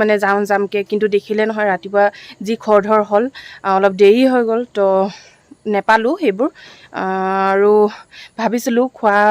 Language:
Assamese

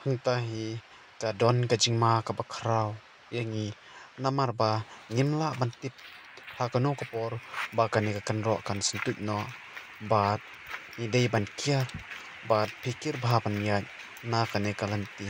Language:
Khasi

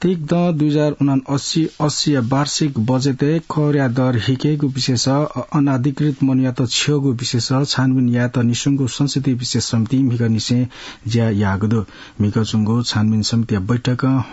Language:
Newari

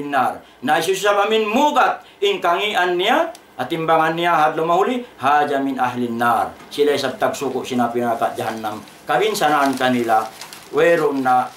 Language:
Tausug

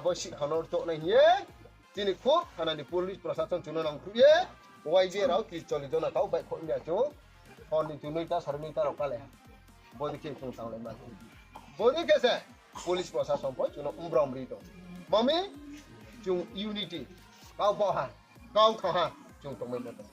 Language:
Riang (India)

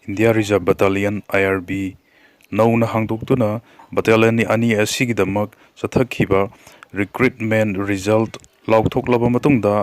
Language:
Manipuri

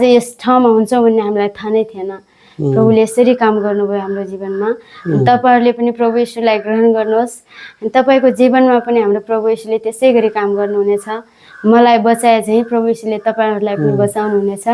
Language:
Nepali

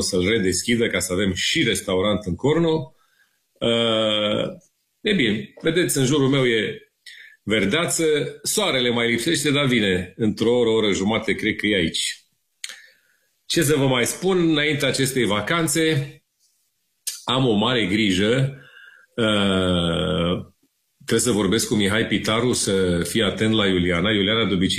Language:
Romanian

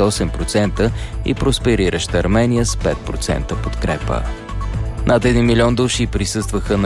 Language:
Bulgarian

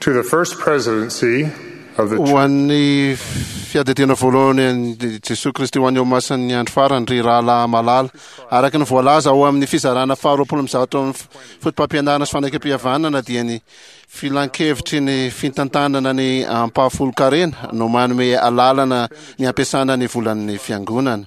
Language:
Malagasy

